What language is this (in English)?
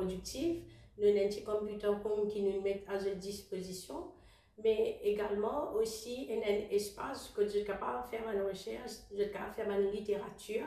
Morisyen